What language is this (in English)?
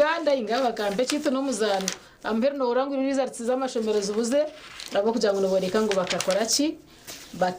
Nyankole